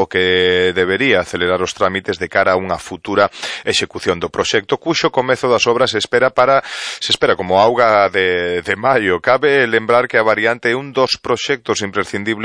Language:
Galician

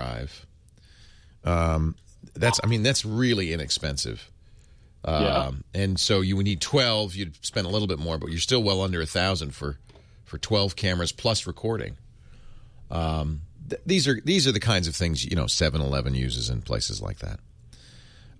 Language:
English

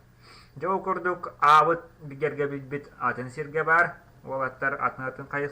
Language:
Yakut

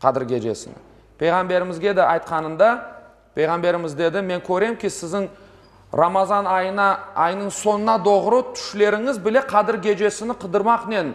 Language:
Crimean Tatar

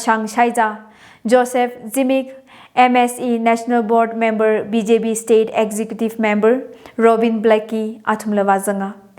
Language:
Tangkhul Naga (India)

